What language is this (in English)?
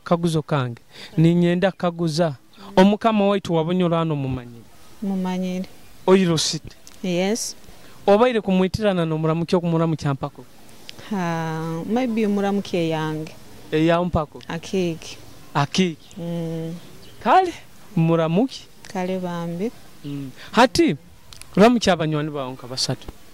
Nyoro